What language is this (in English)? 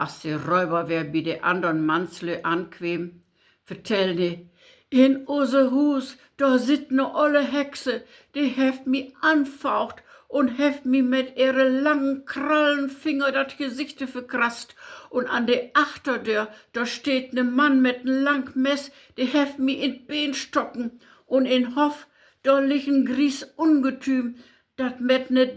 Low German